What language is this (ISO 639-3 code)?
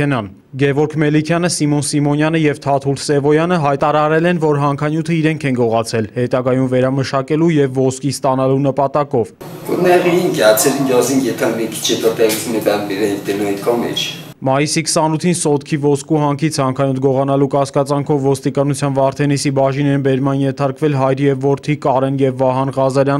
hye